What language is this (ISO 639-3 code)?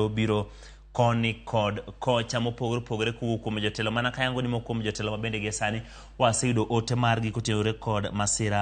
luo